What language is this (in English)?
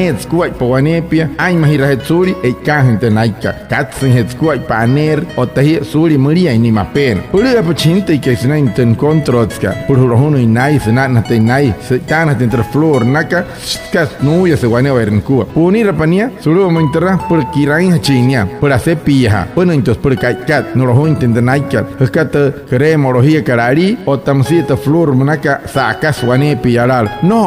Wayuu